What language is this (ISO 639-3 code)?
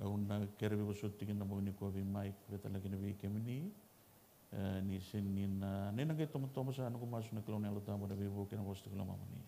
fij